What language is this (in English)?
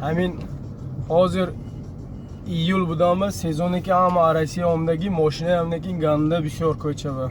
Tajik